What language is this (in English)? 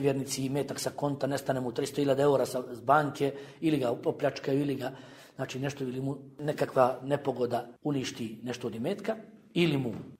Bosnian